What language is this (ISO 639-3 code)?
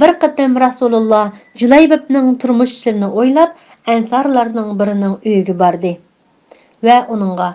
uig